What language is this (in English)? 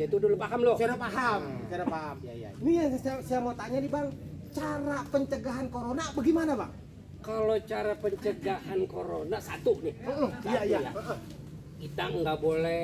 Betawi